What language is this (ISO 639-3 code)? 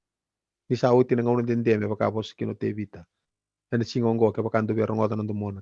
fij